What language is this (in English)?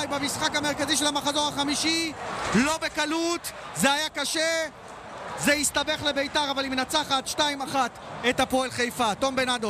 Hebrew